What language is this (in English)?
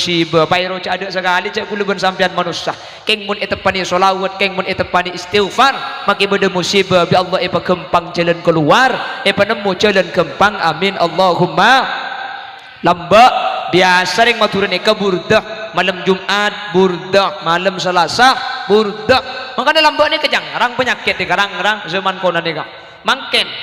Madurese